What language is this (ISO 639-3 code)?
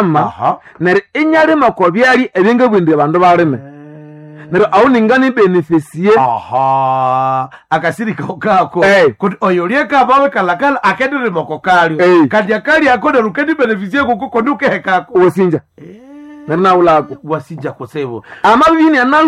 nnb